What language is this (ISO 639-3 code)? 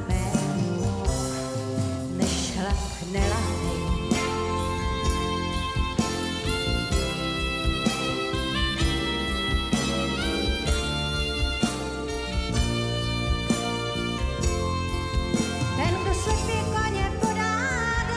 ces